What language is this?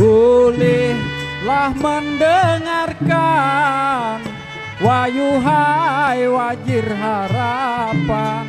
Banjar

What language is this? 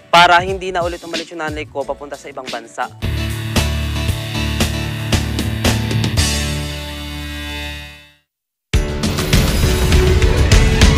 Filipino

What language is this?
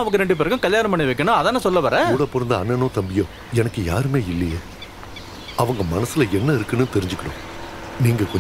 Tamil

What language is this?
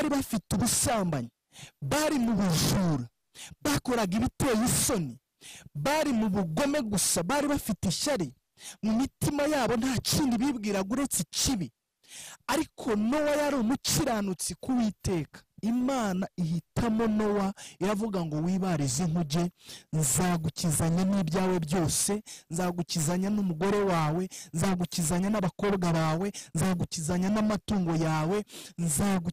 Kinyarwanda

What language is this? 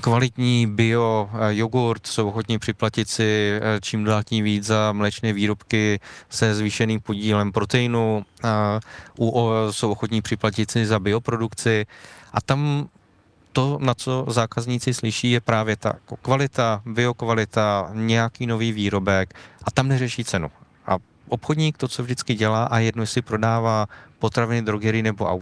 Czech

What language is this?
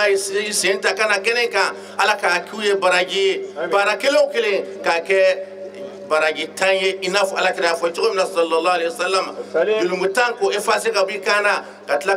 Bambara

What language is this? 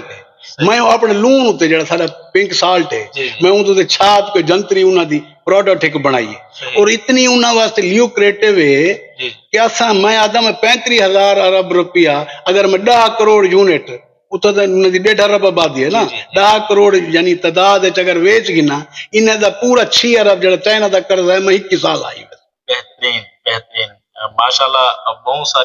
Saraiki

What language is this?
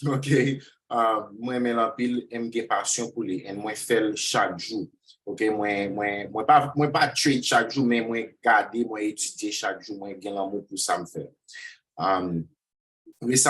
Haitian Creole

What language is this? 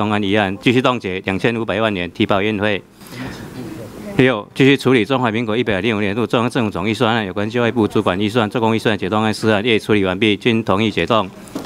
Chinese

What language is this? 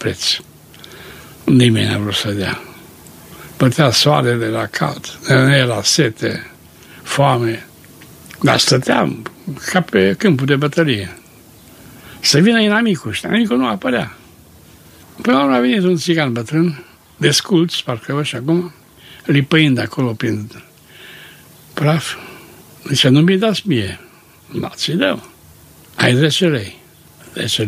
Romanian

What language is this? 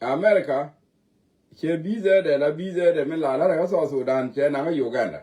Nuer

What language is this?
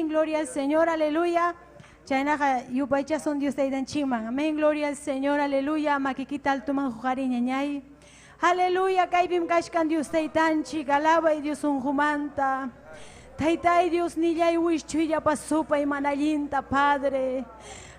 Ayacucho Quechua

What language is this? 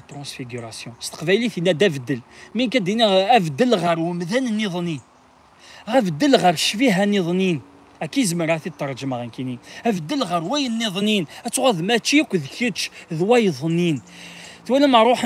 Kabyle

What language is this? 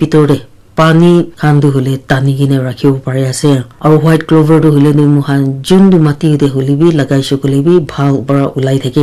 Naga Pidgin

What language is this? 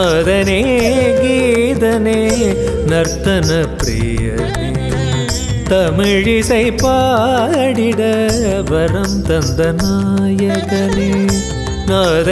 Tamil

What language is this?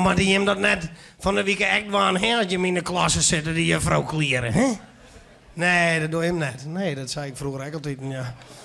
Western Frisian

